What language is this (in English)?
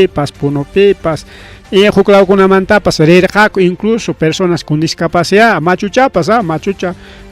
Ayacucho Quechua